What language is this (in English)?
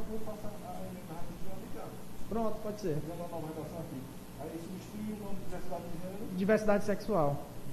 Portuguese